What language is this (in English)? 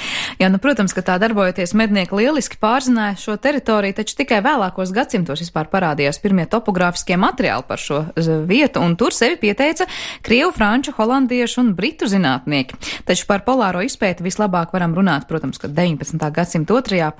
Latvian